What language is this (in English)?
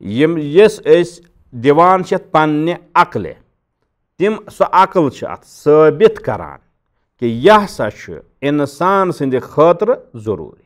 Kashmiri